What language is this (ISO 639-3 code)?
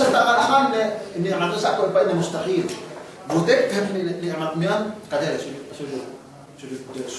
yka